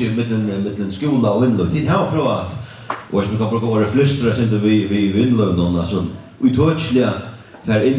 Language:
Faroese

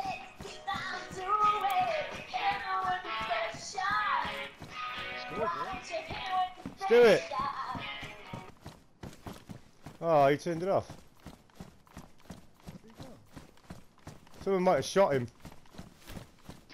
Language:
English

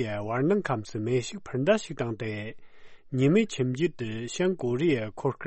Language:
Tibetan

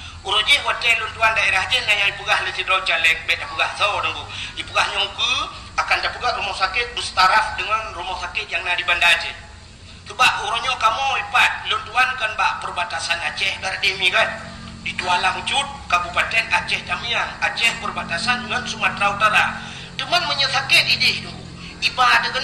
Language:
Achinese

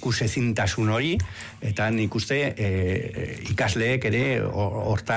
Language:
Basque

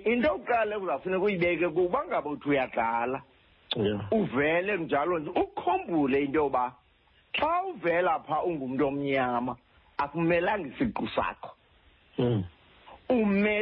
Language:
Xhosa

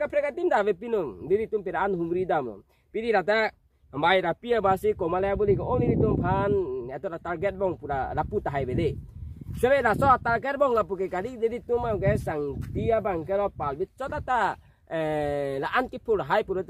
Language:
Karbi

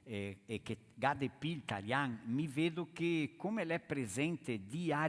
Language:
Venetian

